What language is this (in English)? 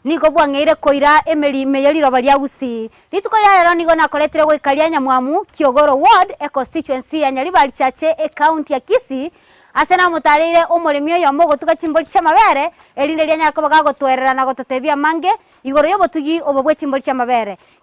Gusii